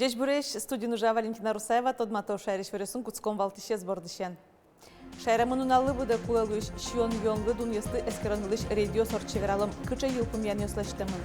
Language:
Udmurt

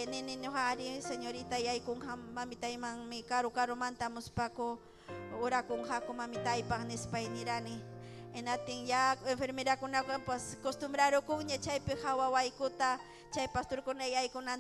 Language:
Ayacucho Quechua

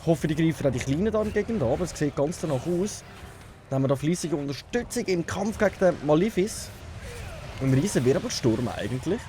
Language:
Swiss German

